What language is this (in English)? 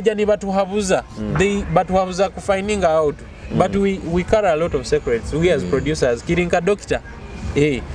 Nyoro